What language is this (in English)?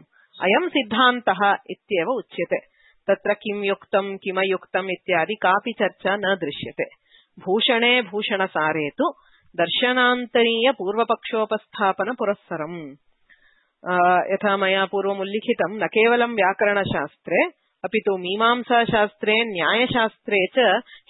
Sanskrit